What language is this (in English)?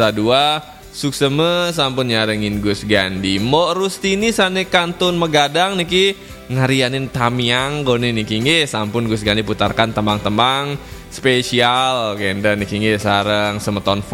Balinese